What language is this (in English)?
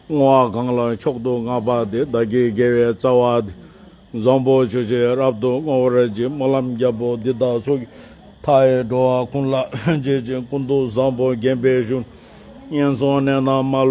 Tibetan